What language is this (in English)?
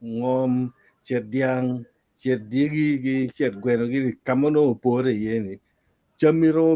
Acoli